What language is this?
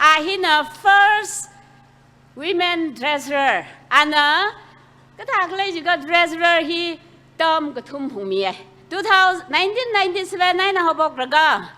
Tangkhul Naga (India)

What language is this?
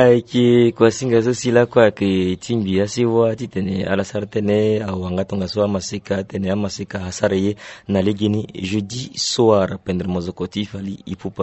Sango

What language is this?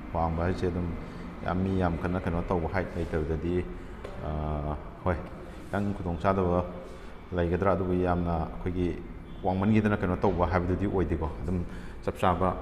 Manipuri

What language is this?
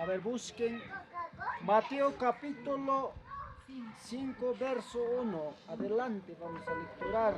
Ayacucho Quechua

